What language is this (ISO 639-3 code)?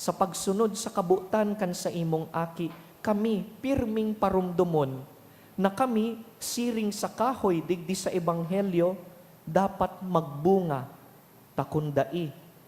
bik